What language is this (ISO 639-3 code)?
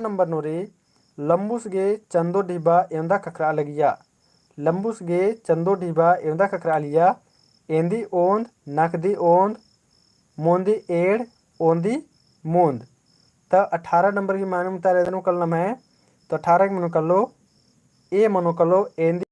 kru